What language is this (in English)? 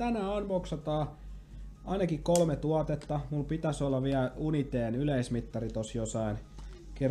Finnish